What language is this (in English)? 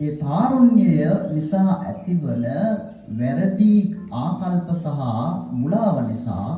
Sinhala